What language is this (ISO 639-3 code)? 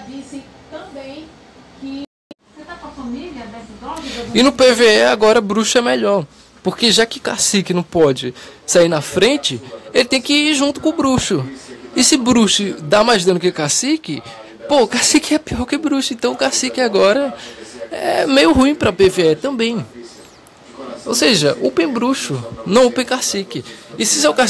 por